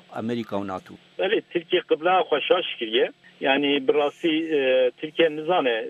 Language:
Kurdish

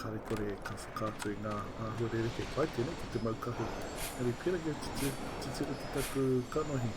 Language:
Māori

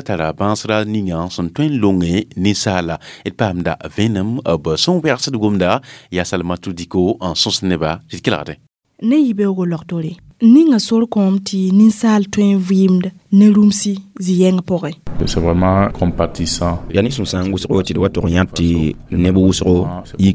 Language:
Mossi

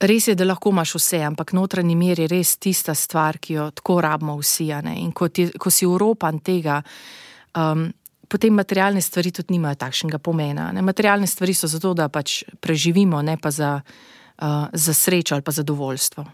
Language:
Slovenian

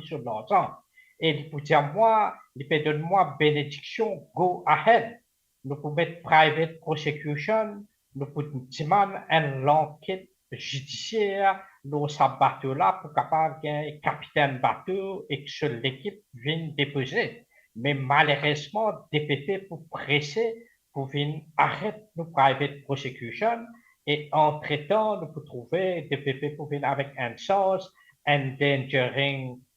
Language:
Morisyen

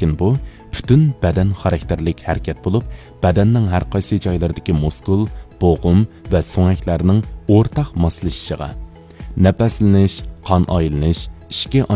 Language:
Uyghur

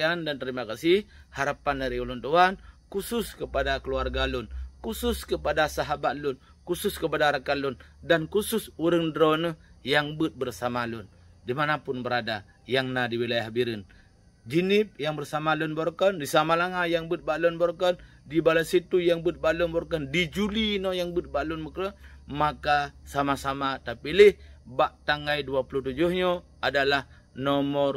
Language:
Achinese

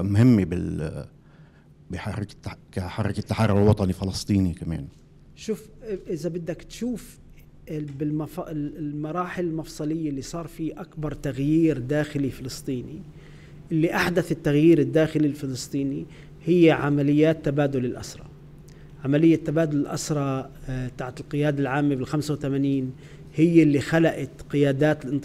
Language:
North Levantine Arabic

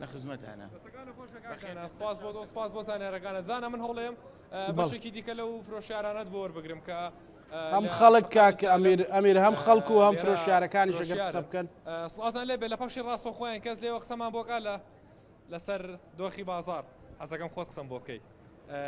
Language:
Central Kurdish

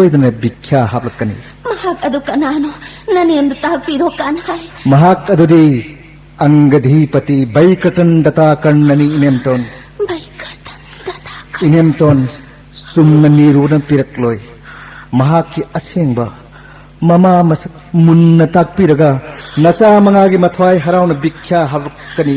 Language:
Manipuri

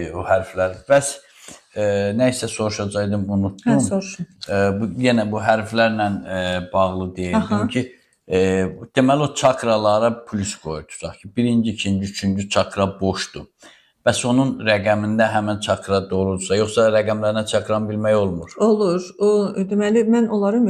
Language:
Azerbaijani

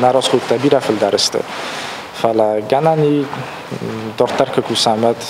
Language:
Ossetic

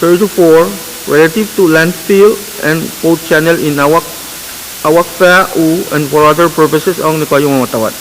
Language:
Pohnpeian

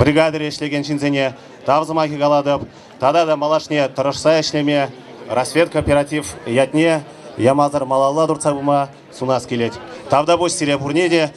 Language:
Chuvash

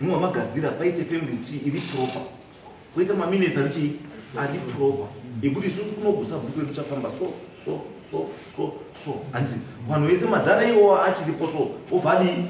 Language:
Shona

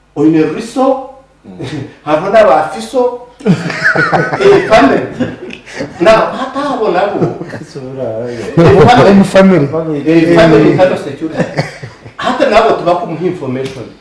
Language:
Nyankole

